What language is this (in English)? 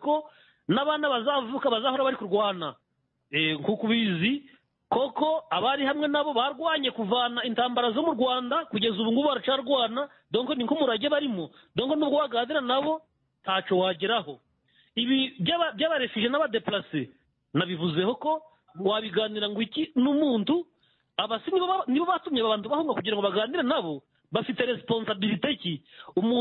Kinyarwanda